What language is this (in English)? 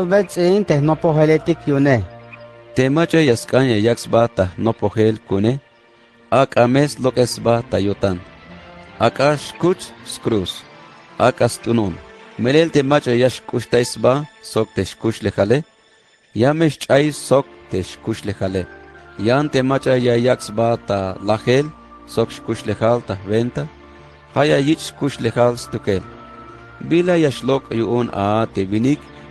Tzeltal